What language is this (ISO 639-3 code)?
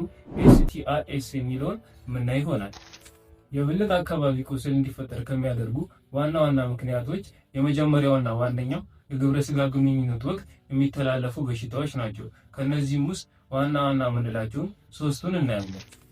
amh